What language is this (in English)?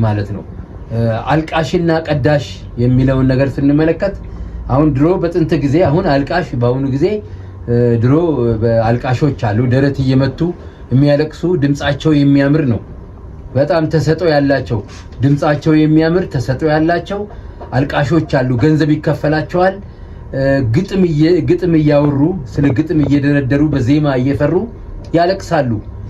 Amharic